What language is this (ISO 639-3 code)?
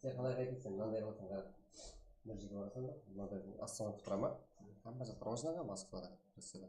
kaa